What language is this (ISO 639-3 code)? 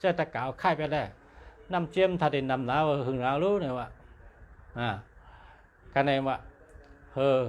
shn